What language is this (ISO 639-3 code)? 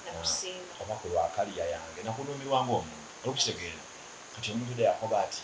xog